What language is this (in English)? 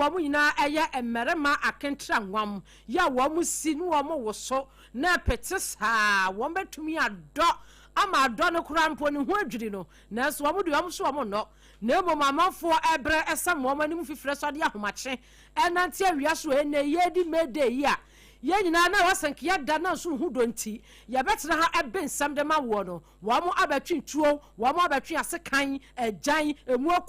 Akan